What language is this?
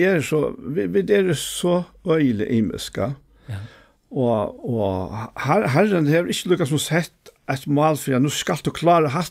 Faroese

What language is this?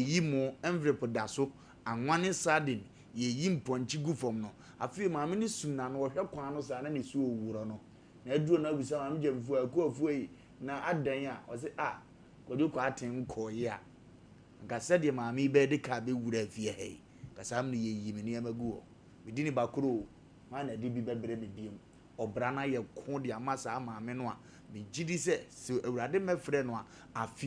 Akan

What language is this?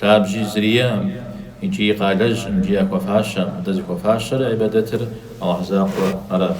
Kabardian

